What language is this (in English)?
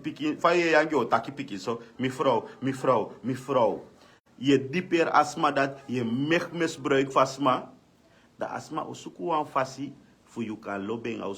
Sranan Tongo